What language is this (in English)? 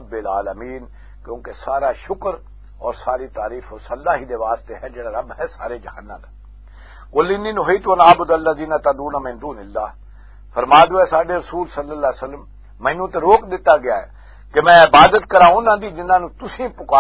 Western Panjabi